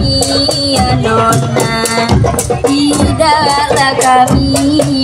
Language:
Betawi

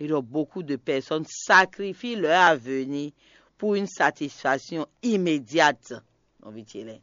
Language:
Fon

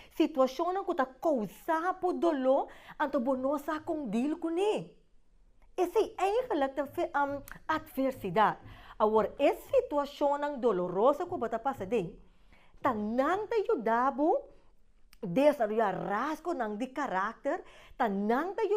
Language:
Papiamento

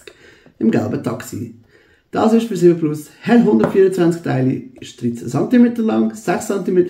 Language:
Swiss German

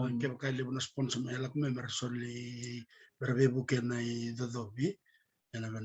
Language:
Fijian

